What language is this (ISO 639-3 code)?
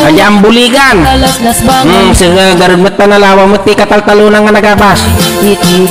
ilo